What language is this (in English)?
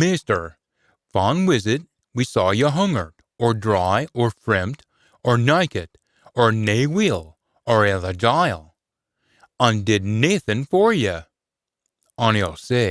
Scots